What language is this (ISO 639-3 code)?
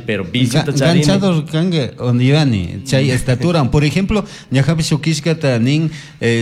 qug